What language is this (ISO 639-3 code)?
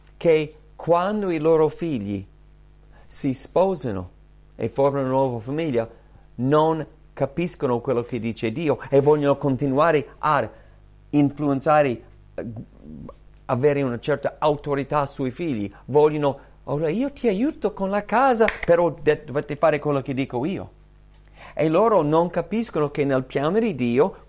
ita